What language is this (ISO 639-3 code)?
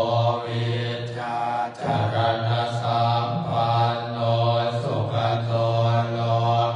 pli